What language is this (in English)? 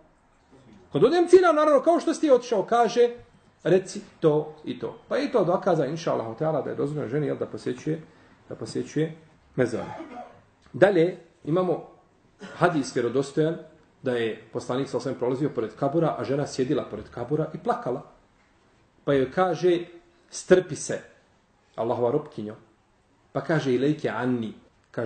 Bosnian